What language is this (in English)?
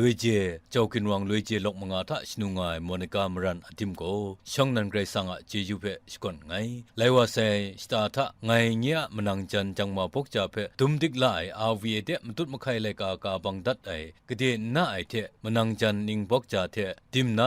Kachin